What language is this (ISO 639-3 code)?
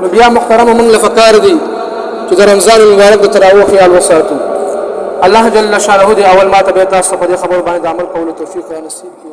pus